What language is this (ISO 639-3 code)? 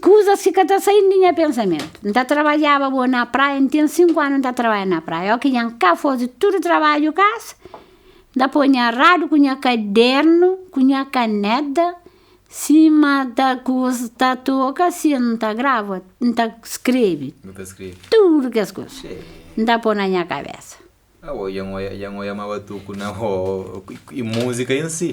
kea